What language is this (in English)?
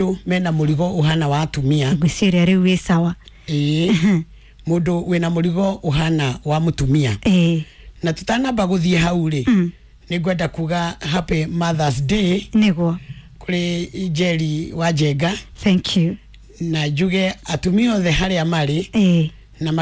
Kikuyu